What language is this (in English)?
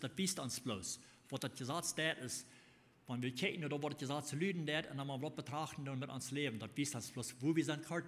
Plautdietsch